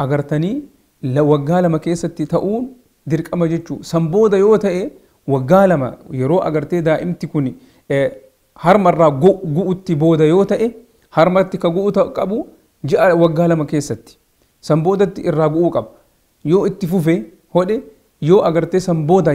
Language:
Oromo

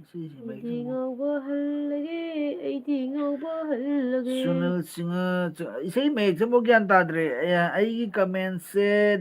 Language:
Manipuri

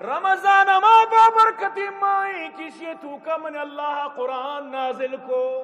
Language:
Eastern Balochi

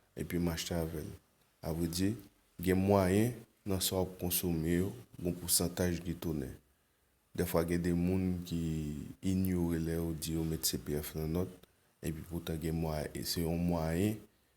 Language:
Haitian Creole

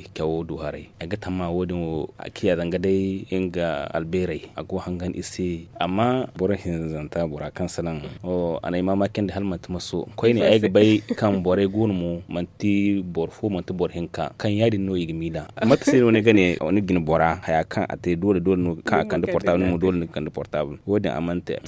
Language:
Zarma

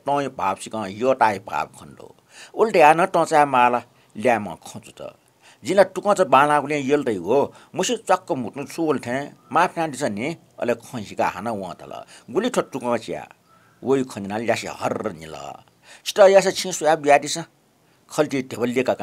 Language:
Newari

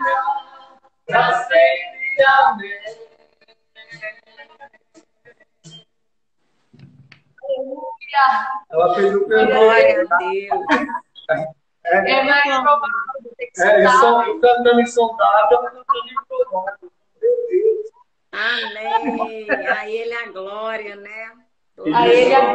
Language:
Portuguese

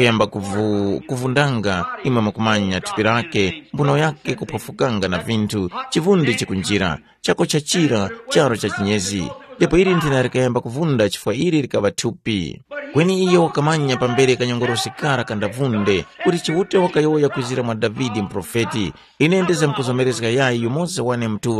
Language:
Tumbuka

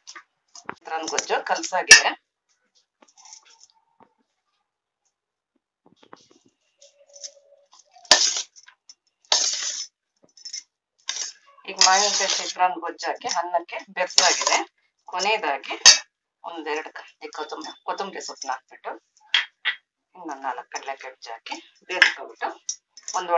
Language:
Kannada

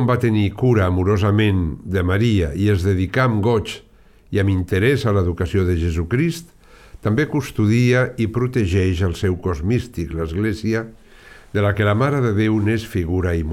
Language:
Catalan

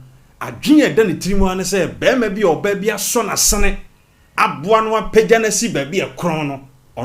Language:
Akan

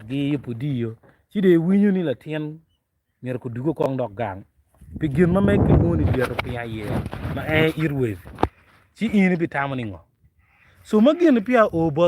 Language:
Acoli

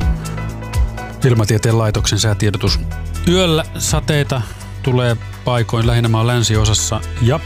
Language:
Finnish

